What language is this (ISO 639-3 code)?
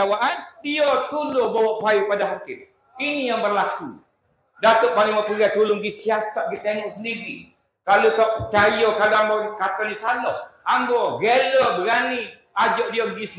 msa